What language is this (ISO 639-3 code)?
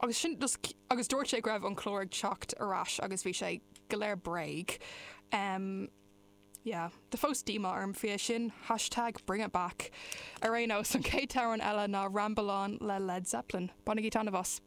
gle